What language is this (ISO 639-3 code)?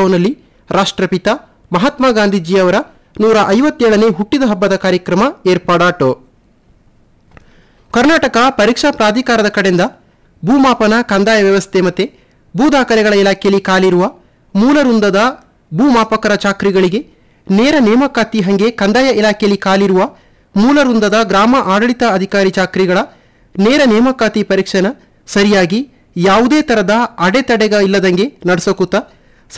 kan